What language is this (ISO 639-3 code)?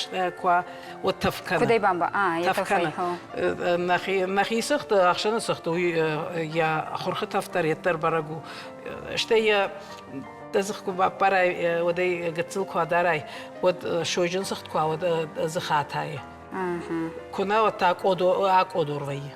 oss